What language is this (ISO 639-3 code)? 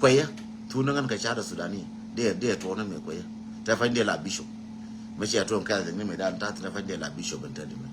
nus